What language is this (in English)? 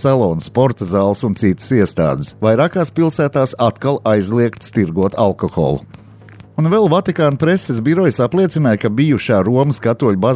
Latvian